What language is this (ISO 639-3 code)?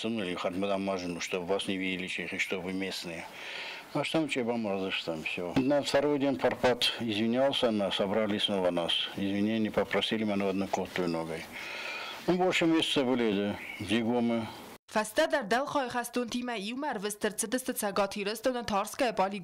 oss